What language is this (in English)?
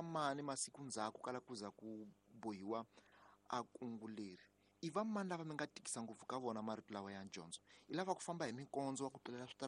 Tsonga